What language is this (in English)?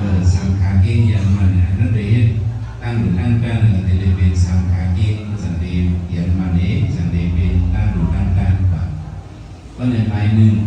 Shan